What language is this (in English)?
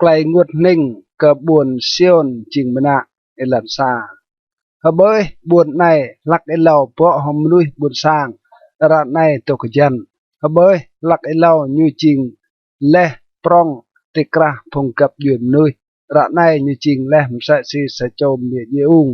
Rade